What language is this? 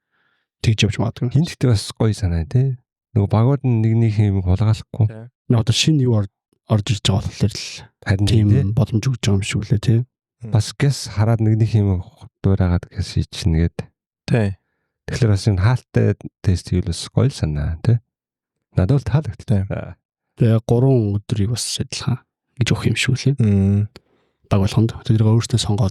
Mongolian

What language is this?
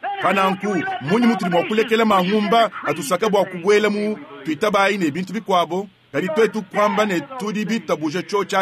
Luba-Lulua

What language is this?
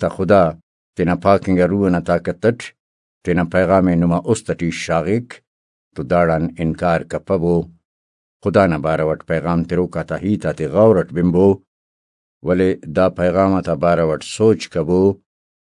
Brahui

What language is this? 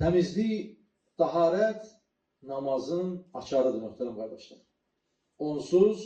Azerbaijani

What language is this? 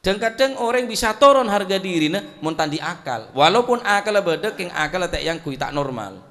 Madurese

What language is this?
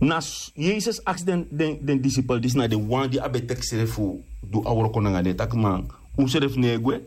Sranan Tongo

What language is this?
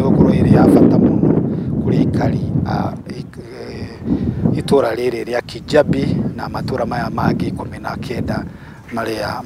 Kikuyu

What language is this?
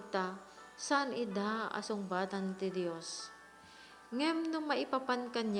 Iloko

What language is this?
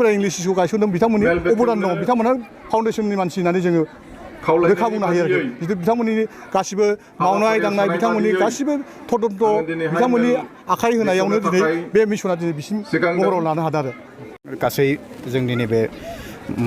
Bodo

